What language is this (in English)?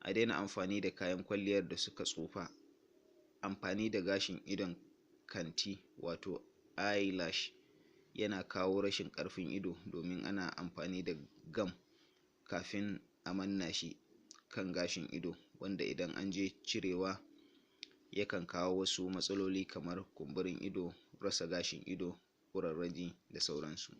Hausa